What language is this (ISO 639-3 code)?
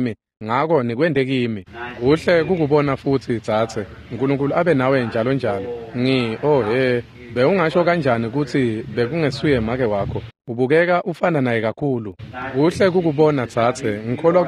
ssw